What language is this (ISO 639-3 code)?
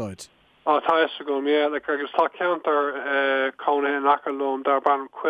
gle